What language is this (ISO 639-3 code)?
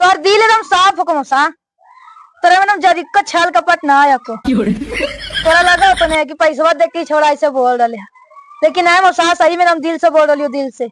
mag